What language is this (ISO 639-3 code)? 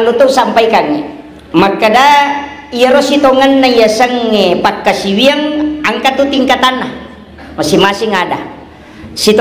bug